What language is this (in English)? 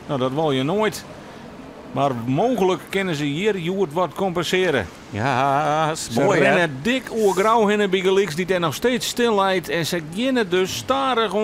Western Frisian